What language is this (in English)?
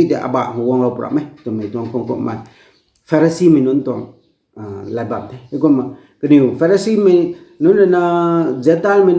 Rongmei Naga